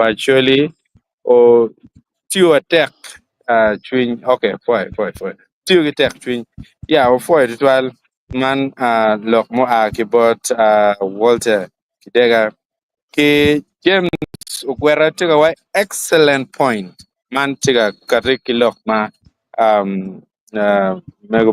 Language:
Acoli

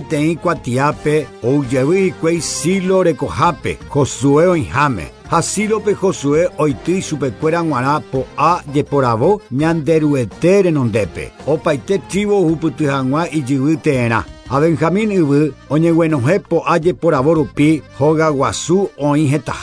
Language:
Guarani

